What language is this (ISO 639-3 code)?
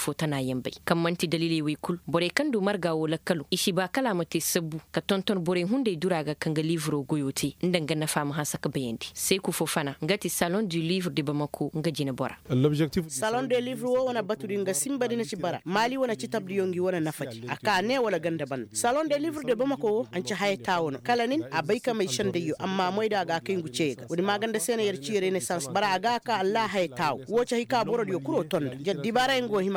ses